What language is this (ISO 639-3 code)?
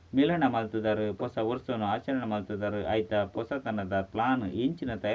tcy